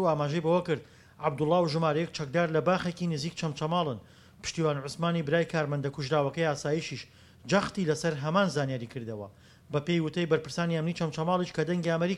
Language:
Central Kurdish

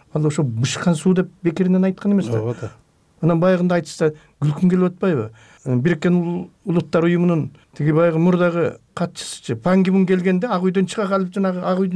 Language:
Kyrgyz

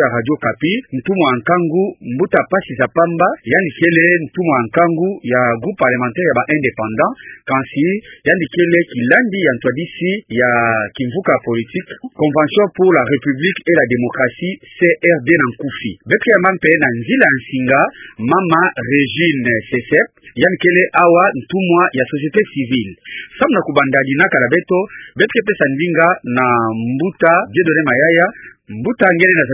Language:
Kituba (Democratic Republic of Congo)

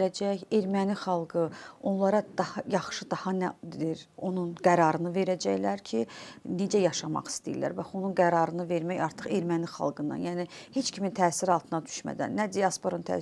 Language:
Azerbaijani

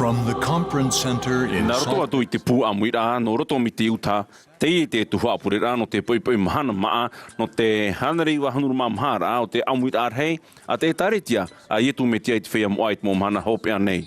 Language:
Tahitian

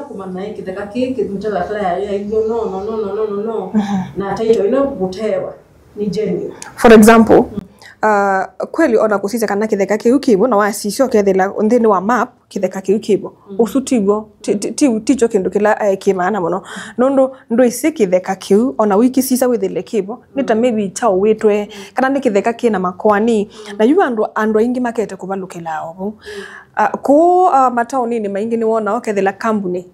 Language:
Kamba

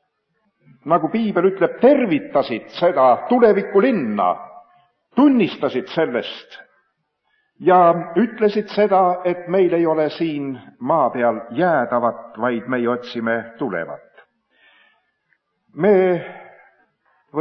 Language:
Estonian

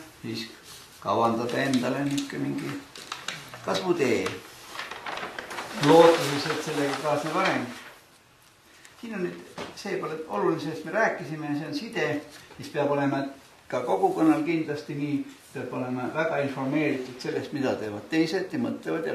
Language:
Estonian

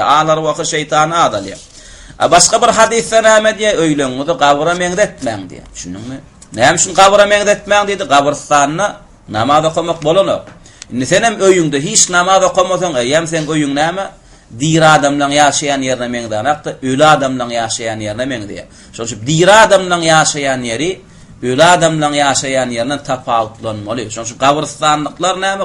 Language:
Turkmen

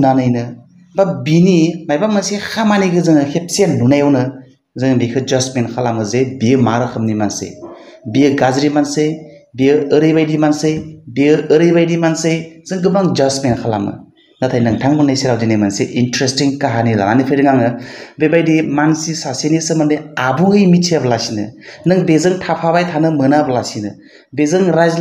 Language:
Bodo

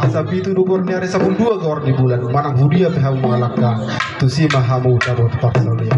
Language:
Batak Toba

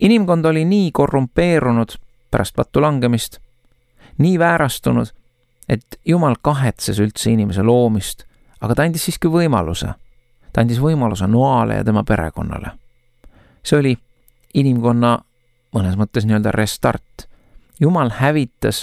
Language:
Estonian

